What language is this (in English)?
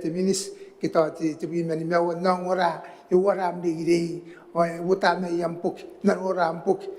Gilbertese